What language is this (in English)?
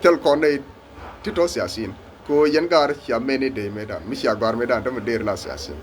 Nuer